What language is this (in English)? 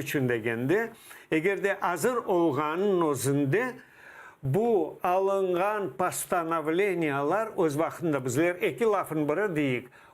Crimean Tatar